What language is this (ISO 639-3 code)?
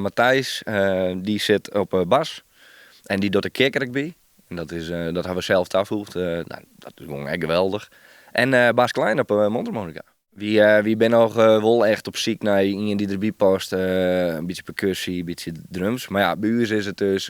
fry